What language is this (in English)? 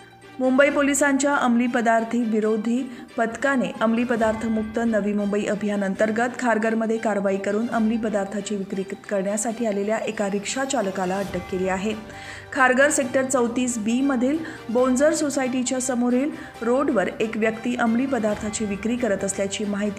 Marathi